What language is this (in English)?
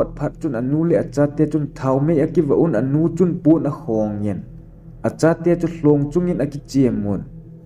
Thado Chin